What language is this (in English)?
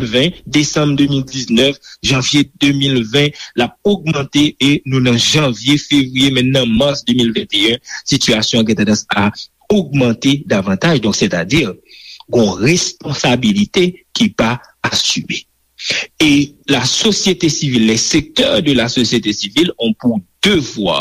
Haitian Creole